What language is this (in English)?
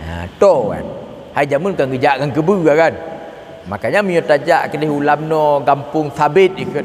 Achinese